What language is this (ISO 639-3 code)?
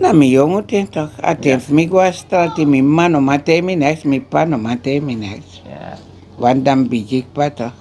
srn